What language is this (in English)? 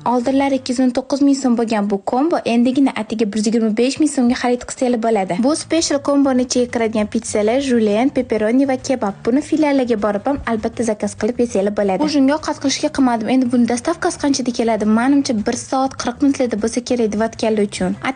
Uzbek